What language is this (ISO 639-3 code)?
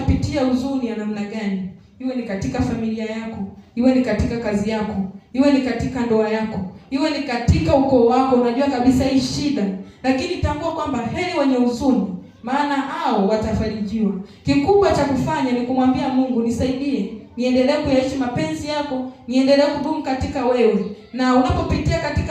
swa